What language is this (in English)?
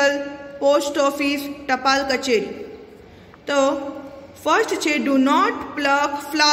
Gujarati